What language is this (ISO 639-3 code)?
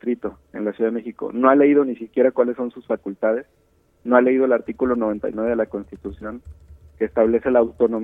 spa